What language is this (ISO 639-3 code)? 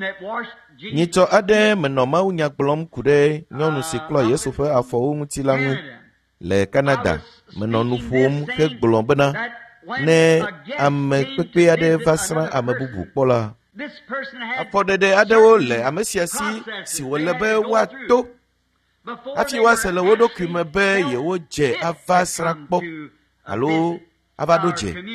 ewe